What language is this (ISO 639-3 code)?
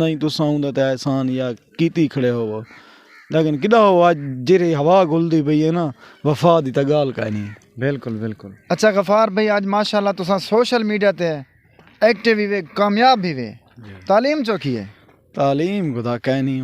skr